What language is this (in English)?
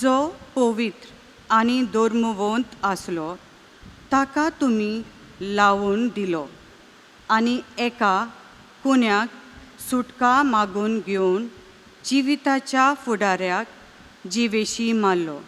Konkani